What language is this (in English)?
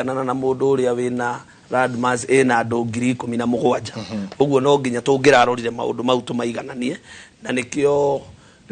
Kikuyu